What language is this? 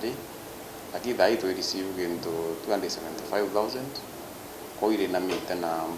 Meru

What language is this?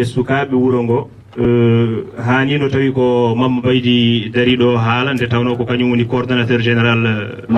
Fula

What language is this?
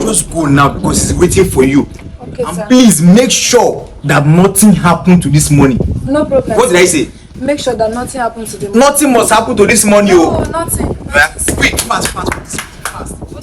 Nigerian Pidgin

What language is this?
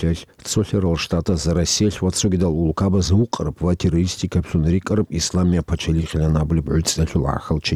Avaric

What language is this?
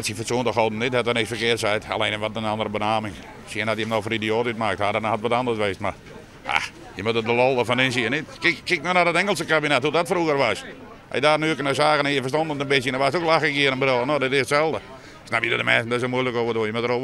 Western Frisian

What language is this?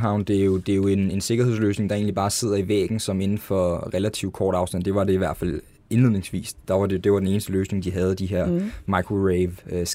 Danish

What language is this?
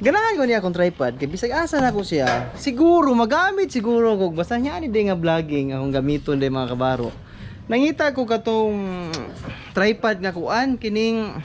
Cebuano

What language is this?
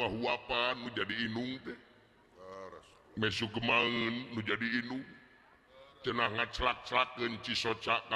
Sundanese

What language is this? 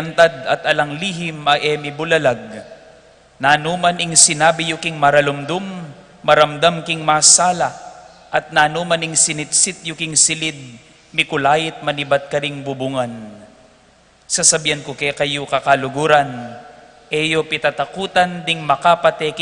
Pampanga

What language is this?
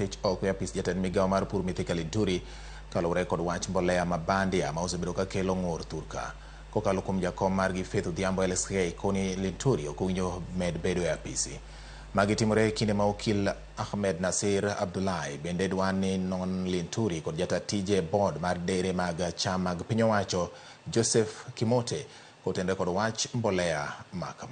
Luo (Kenya and Tanzania)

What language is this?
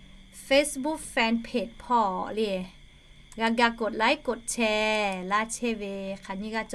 Lahu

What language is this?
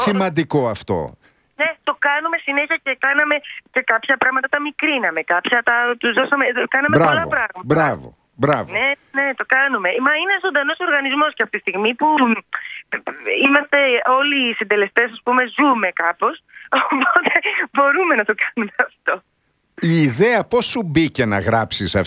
Greek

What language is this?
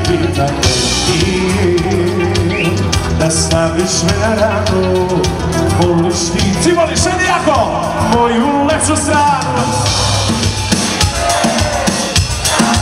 Serbian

